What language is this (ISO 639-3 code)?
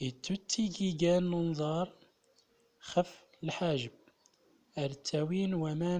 tzm